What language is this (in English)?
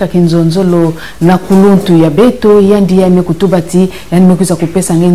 Kituba (Congo)